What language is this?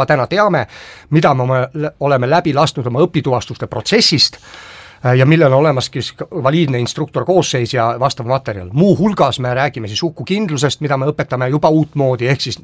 Estonian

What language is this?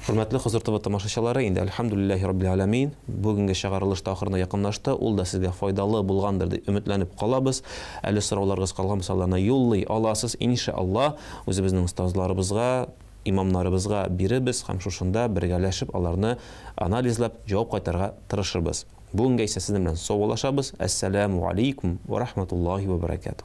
Tatar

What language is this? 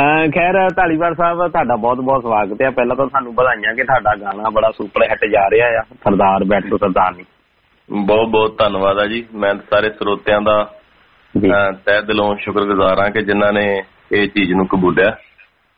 Punjabi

